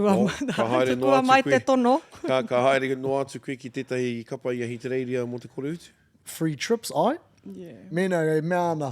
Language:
Māori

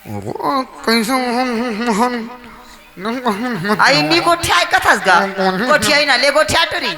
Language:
Chhattisgarhi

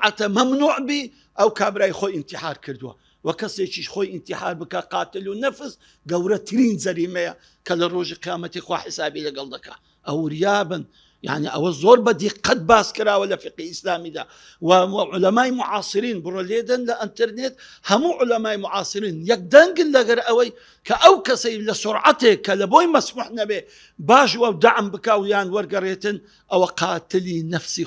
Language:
Central Kurdish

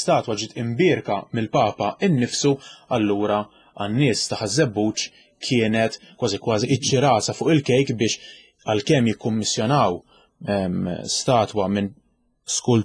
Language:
Maltese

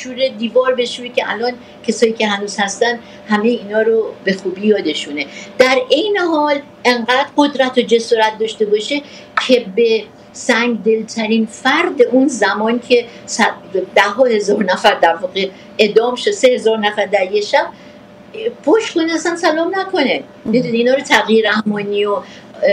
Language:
Persian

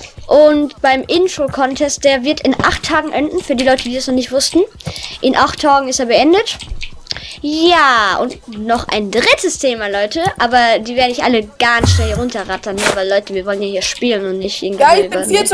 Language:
German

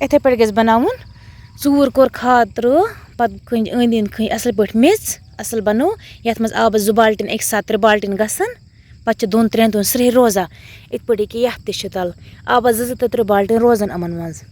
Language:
Kashmiri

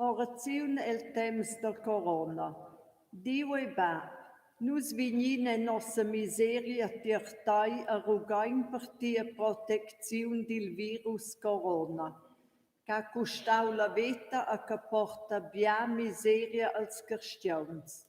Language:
Romansh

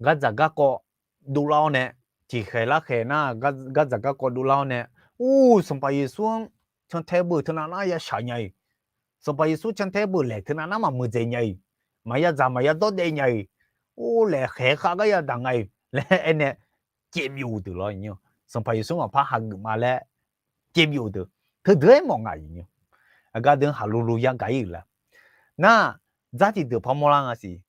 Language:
Akha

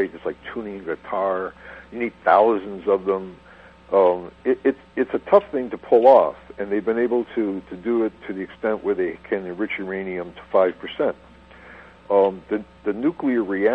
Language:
English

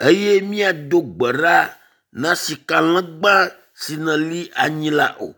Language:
Ewe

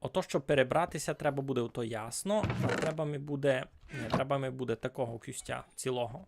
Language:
Rusyn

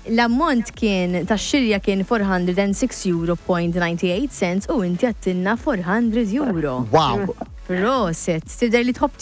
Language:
Maltese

